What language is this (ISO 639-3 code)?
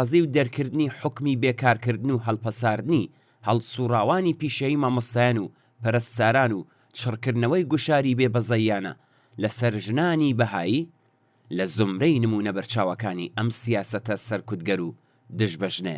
ckb